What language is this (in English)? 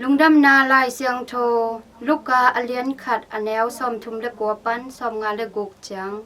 Tedim Chin